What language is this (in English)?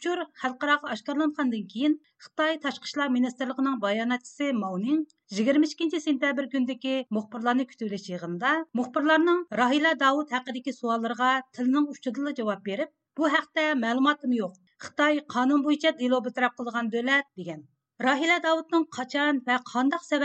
Uyghur